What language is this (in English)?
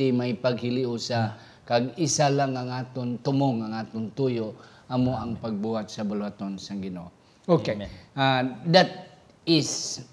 Hiligaynon